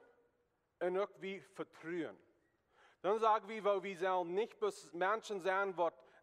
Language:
Plautdietsch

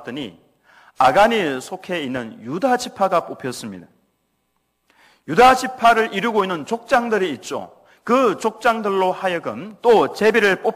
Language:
Korean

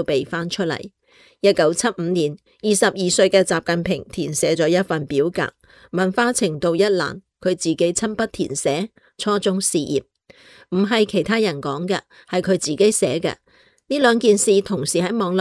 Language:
Cantonese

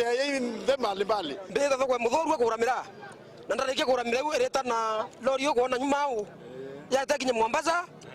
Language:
Meru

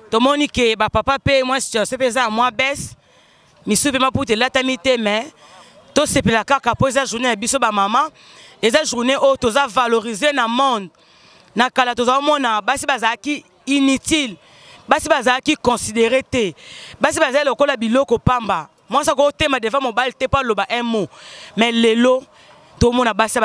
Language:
Lingala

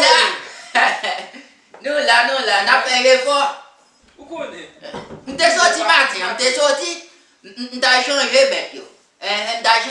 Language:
Haitian Creole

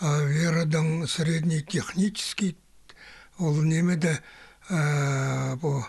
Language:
Khakas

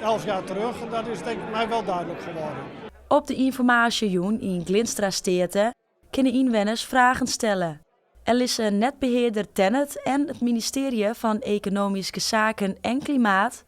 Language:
Western Frisian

